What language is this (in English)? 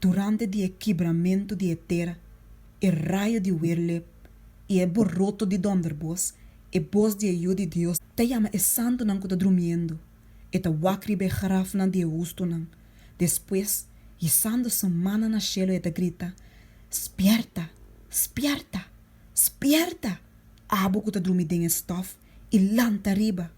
Papiamento